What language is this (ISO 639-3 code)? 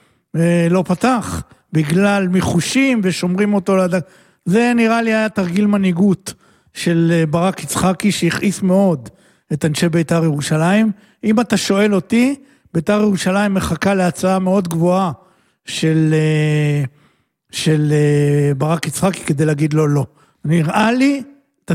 heb